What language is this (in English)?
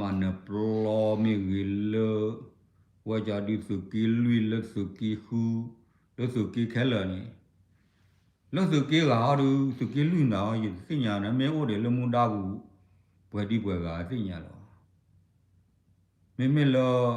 S'gaw Karen